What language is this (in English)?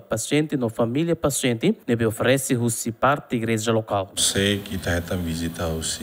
Tetum